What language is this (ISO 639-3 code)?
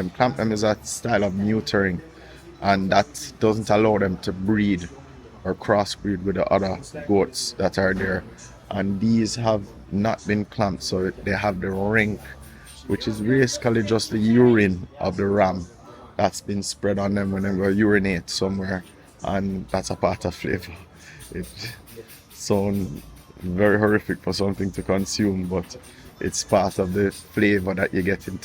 jam